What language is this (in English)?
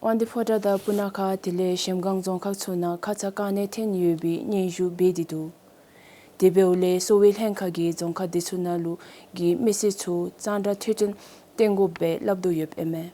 Dzongkha